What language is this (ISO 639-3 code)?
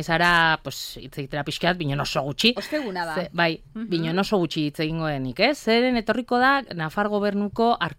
eus